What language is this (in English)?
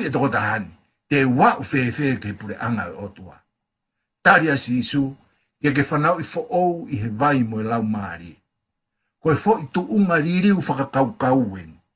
Tongan